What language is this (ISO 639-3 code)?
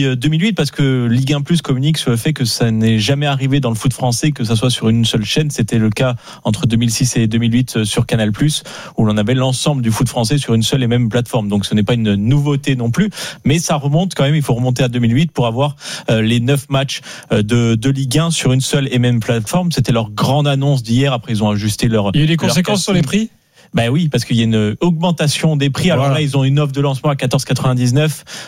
fra